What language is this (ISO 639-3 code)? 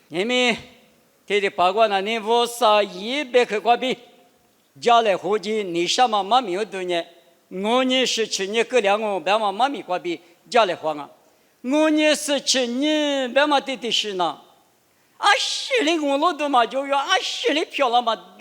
lis